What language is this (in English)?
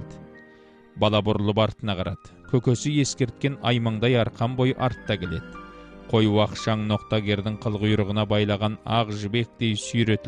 Kazakh